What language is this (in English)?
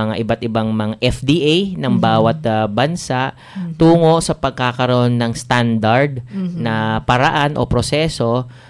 Filipino